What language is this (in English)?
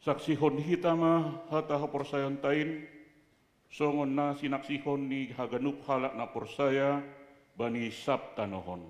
Batak Simalungun